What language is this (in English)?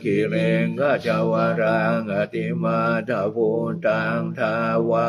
Pali